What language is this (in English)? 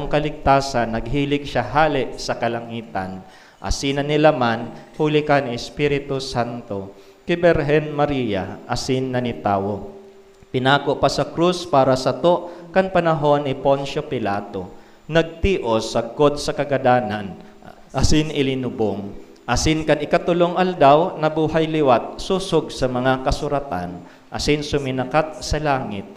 Bikol